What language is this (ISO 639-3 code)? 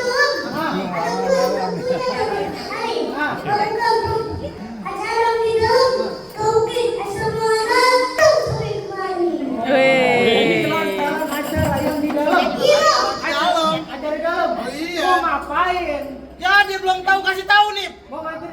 bew